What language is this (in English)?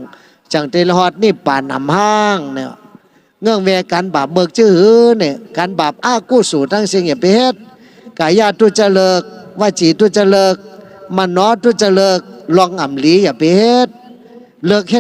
Shan